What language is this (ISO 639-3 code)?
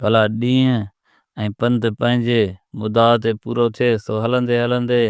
snd